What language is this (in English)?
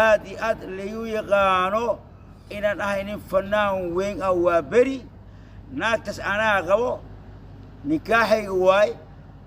Somali